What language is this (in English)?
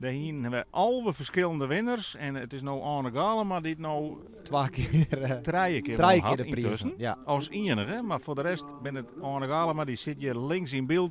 Western Frisian